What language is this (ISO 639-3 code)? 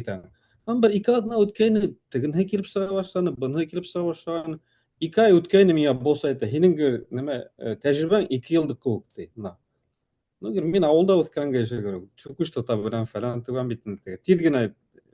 bak